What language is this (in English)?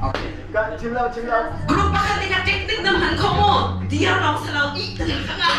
Hakha Chin